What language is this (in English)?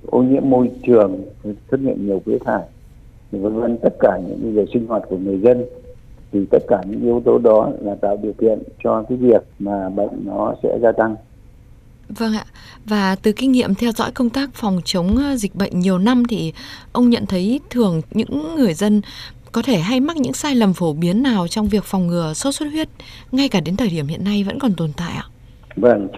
Vietnamese